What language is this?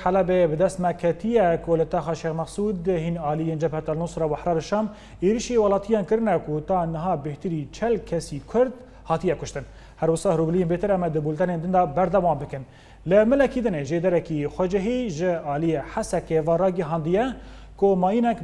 Kurdish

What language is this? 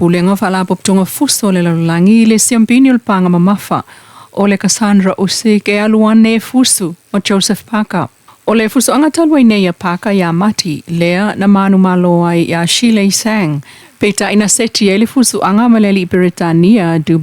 Samoan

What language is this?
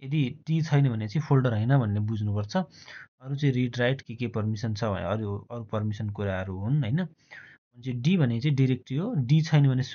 Nepali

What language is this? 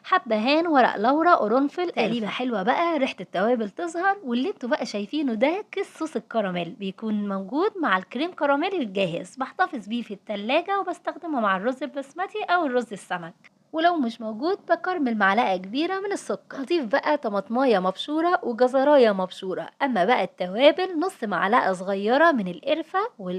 Egyptian Arabic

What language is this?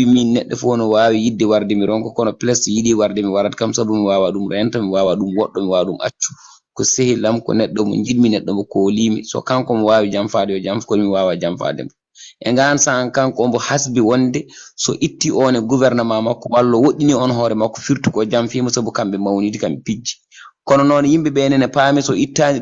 Fula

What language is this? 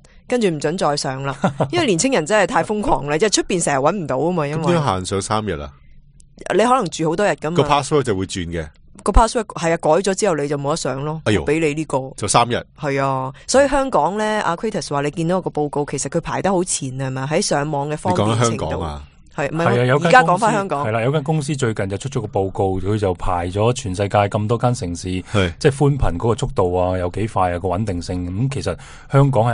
Cantonese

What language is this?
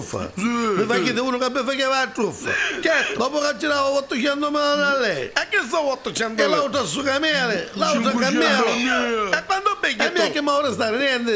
Neapolitan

